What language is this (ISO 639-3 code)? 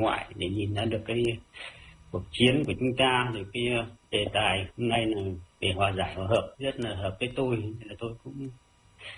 vie